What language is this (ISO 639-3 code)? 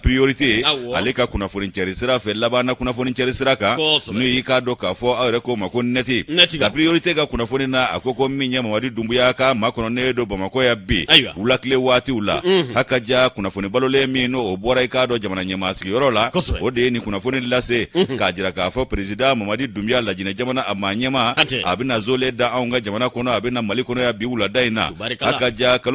bam